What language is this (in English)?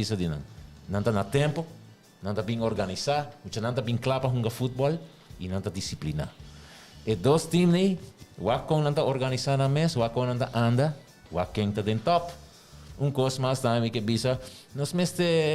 Papiamento